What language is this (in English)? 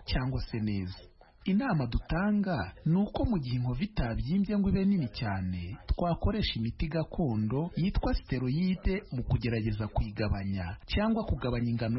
Kinyarwanda